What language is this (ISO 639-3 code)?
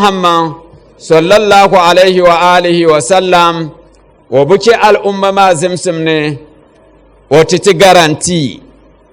dag